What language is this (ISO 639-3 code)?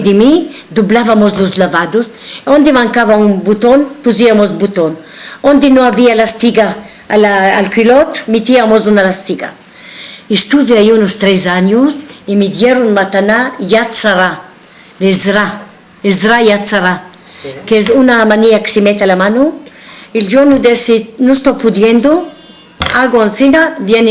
lad